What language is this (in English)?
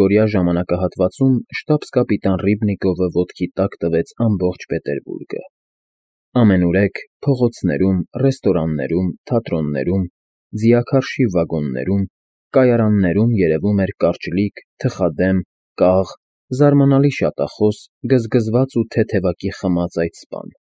Armenian